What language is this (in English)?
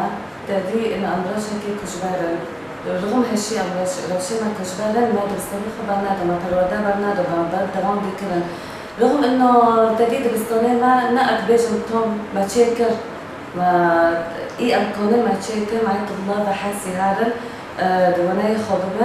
Kurdish